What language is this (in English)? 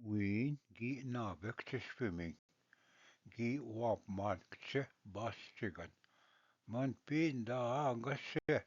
Ojibwa